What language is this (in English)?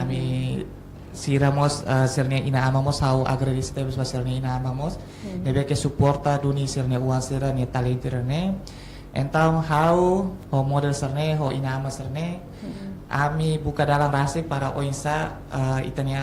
Tetum